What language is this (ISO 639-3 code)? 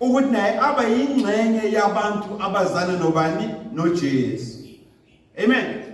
zul